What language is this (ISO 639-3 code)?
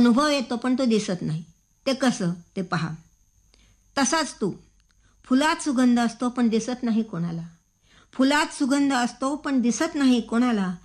mar